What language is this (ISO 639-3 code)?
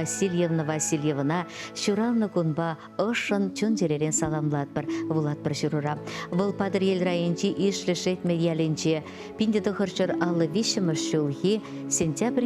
chv